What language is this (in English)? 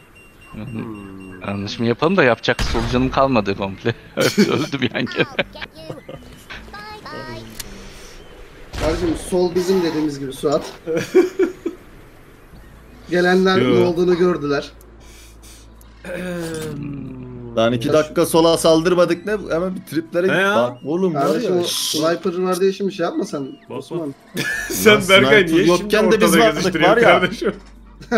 Turkish